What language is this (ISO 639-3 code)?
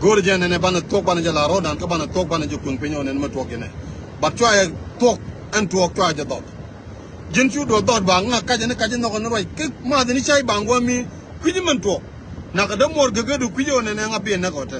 nus